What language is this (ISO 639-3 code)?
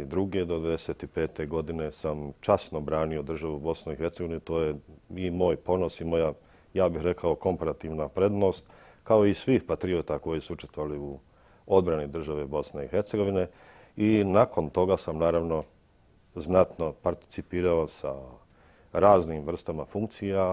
bos